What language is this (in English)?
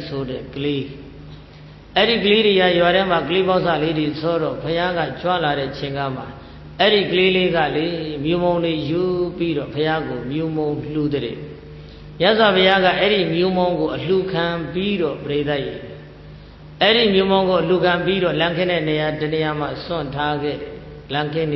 Burmese